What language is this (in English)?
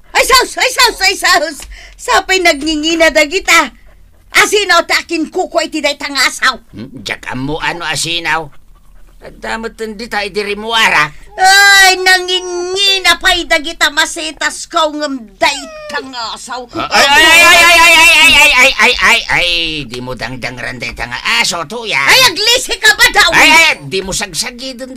Iloko